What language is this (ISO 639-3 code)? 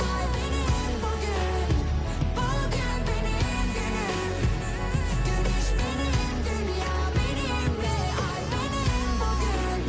kaa